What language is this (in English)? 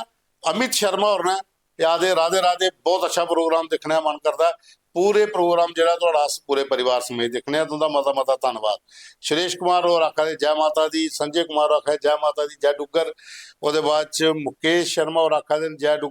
Dogri